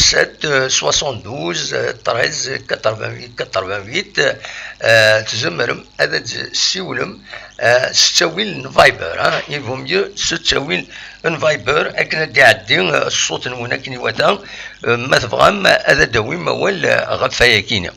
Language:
Kabyle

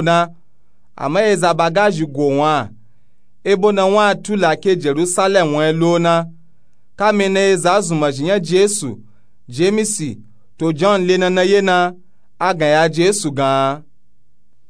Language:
Nupe-Nupe-Tako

